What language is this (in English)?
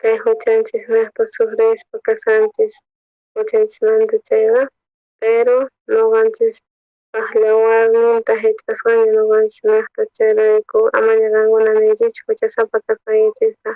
South Bolivian Quechua